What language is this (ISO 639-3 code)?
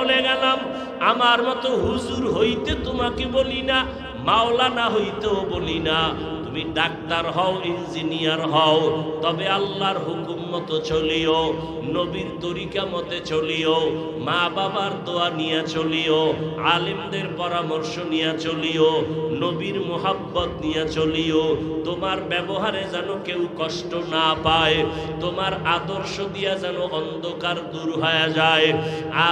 ben